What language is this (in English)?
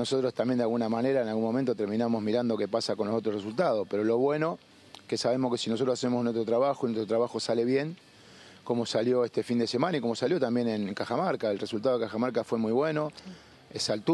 Spanish